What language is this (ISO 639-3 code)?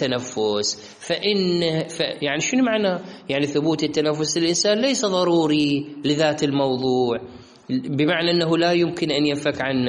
acm